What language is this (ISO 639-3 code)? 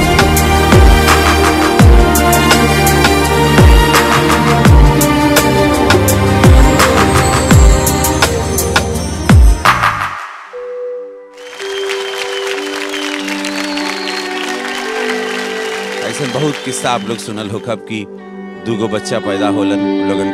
bho